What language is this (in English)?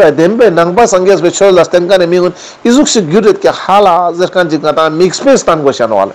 Ladakhi